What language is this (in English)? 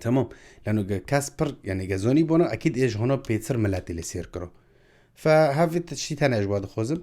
Kurdish